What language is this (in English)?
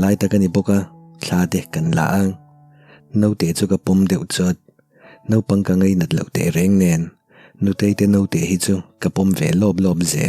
Mizo